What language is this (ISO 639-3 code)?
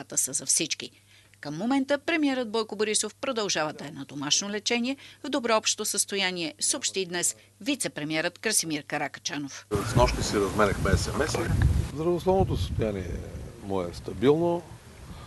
bul